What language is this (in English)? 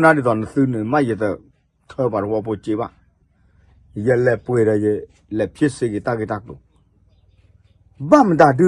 S'gaw Karen